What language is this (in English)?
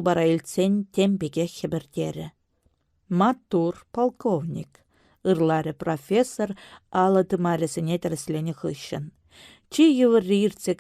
Chuvash